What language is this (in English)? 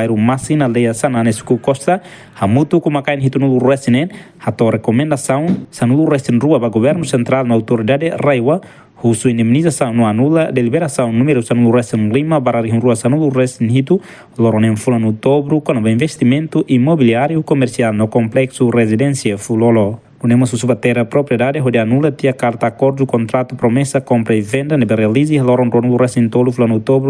Tetum